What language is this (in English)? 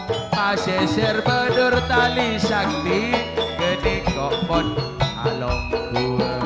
Madurese